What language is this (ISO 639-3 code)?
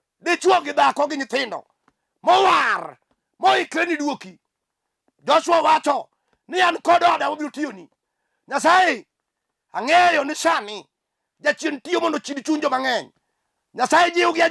luo